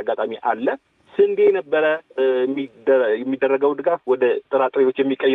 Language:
Amharic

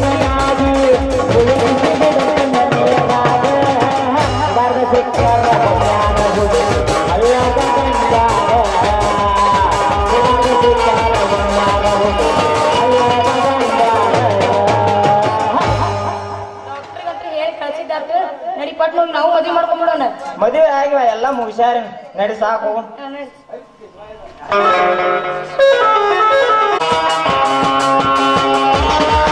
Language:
Kannada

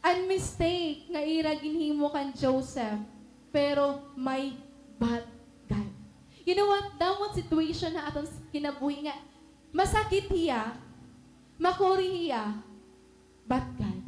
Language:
Waray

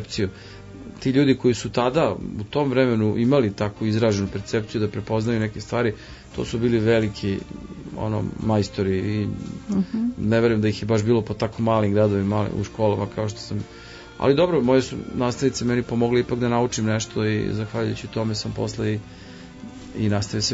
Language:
Serbian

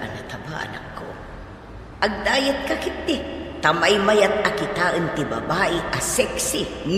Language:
Iloko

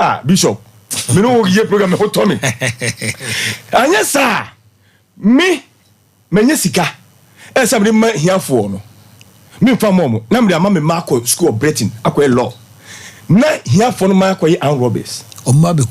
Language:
Akan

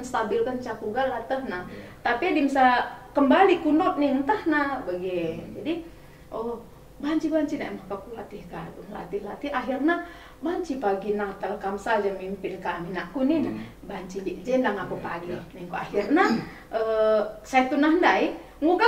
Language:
Batak Karo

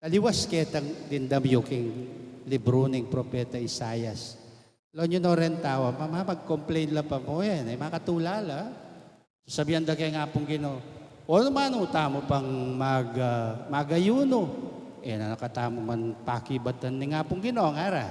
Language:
Pampanga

